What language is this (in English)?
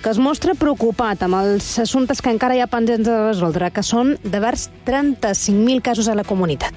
Catalan